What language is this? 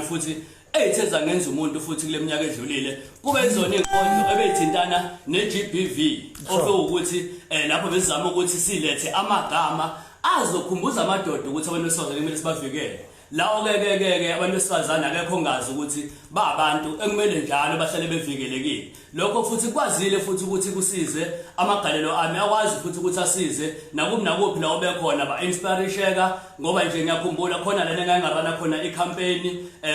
Zulu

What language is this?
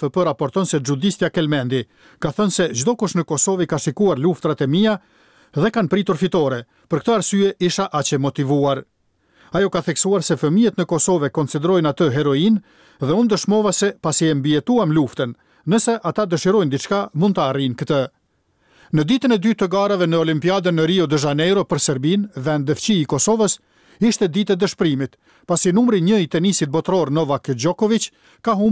Albanian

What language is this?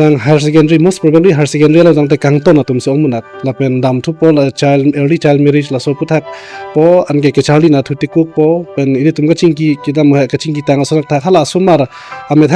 Karbi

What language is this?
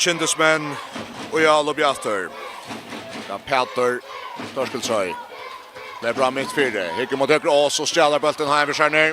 Faroese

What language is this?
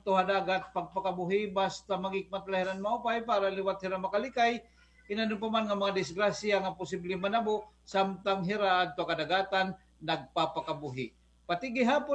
Waray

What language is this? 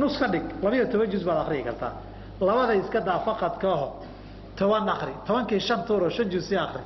Somali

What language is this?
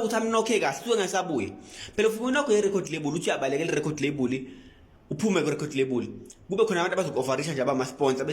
Zulu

